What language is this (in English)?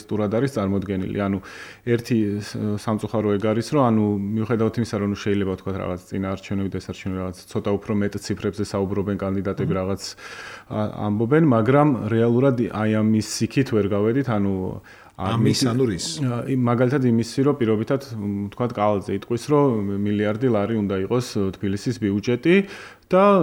Georgian